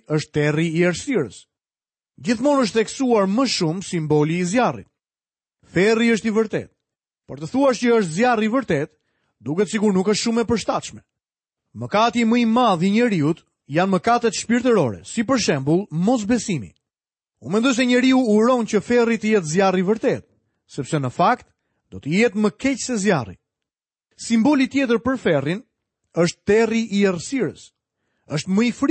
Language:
Albanian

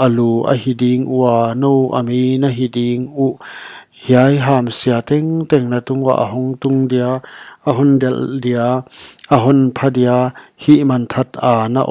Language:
Paite Chin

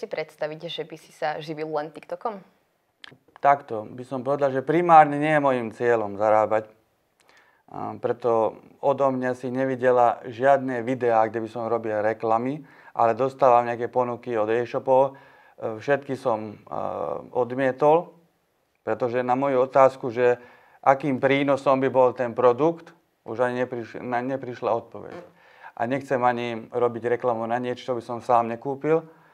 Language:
Slovak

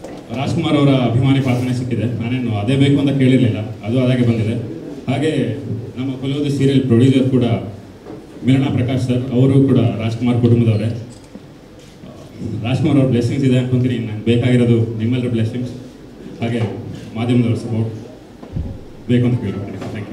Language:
Kannada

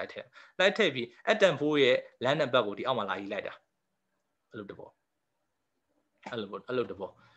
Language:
Burmese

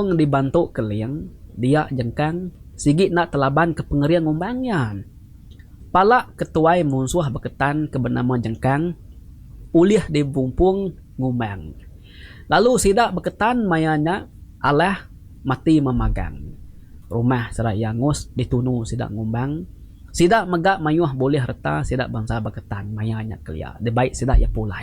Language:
Iban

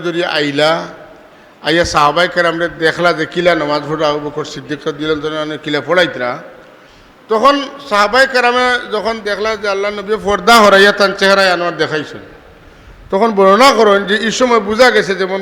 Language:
Sylheti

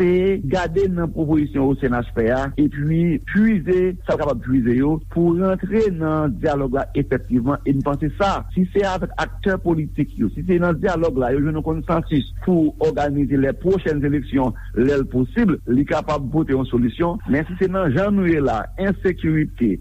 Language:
Haitian Creole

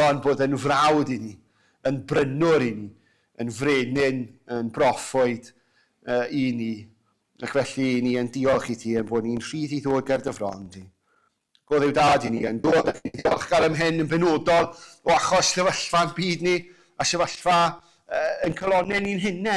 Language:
Welsh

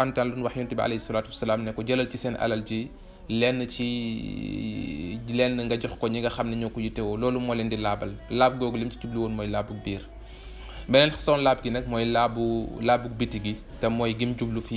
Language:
Wolof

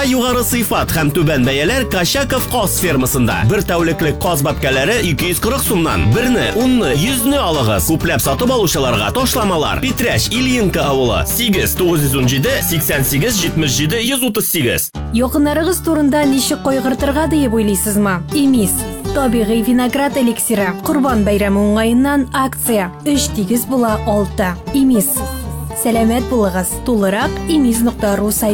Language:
Tatar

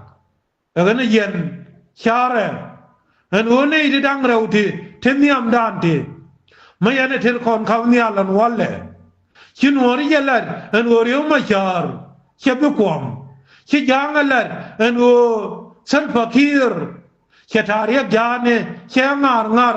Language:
Nuer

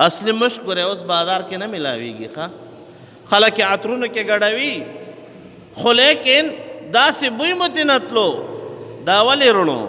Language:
Pashto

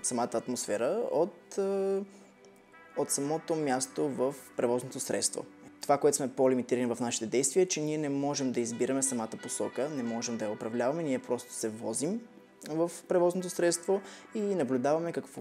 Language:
Bulgarian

